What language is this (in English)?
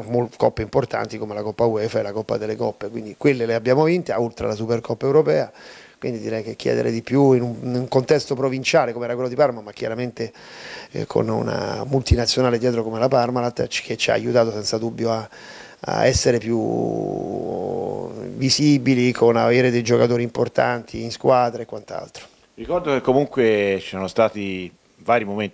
Italian